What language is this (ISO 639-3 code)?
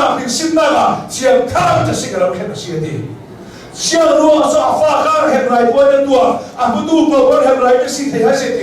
cnh